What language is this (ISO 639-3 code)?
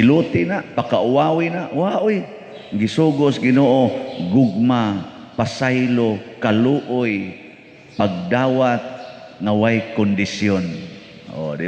ceb